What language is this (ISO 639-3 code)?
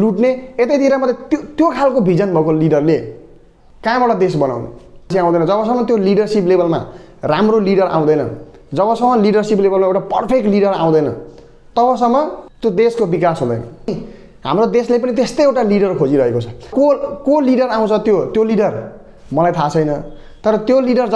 nep